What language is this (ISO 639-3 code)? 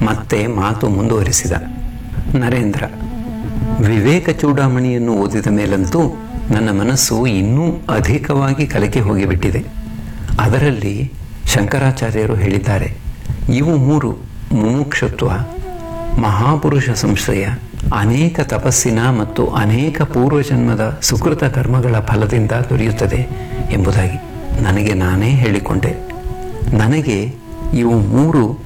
kan